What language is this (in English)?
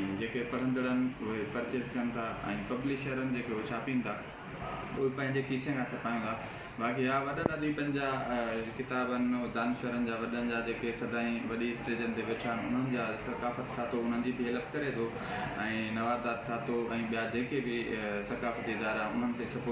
Sindhi